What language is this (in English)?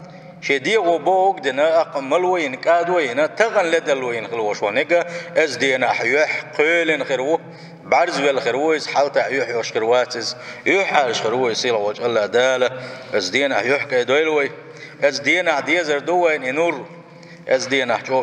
Chechen